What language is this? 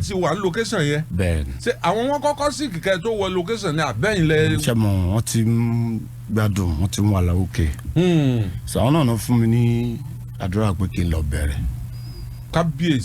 Yoruba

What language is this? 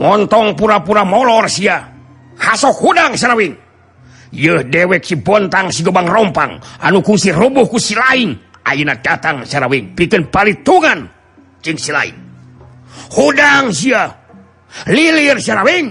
Sundanese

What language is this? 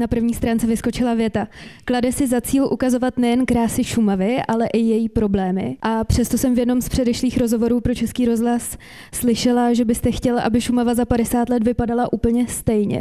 Czech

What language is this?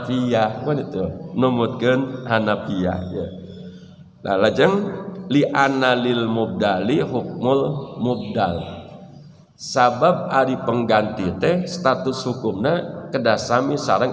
Sundanese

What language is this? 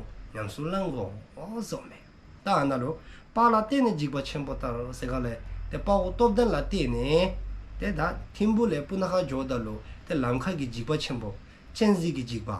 Dzongkha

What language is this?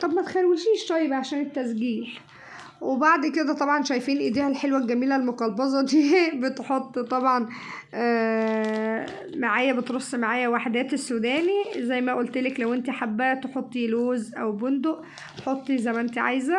Egyptian Arabic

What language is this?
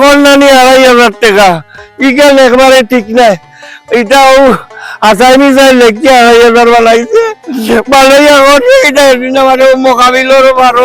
Sylheti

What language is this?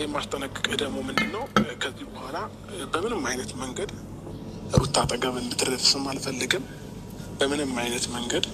Amharic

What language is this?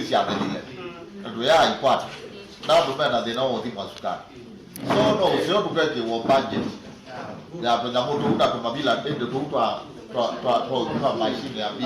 Kamba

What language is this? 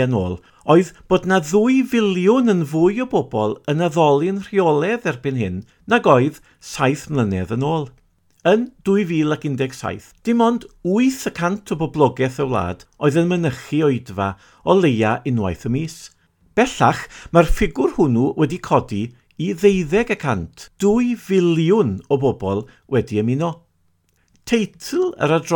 Welsh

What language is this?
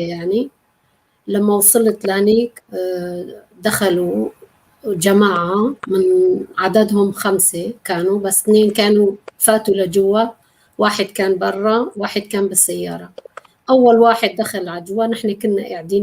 North Levantine Arabic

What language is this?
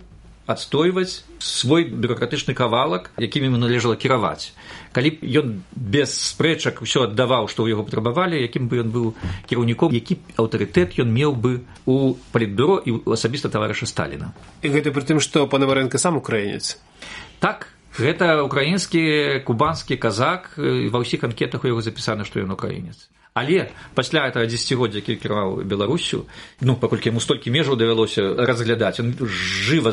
Belarusian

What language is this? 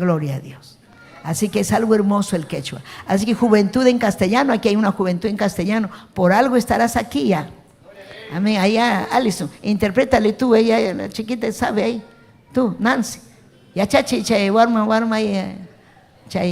Ayacucho Quechua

